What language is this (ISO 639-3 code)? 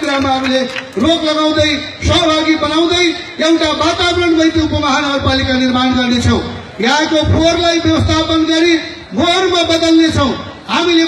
nep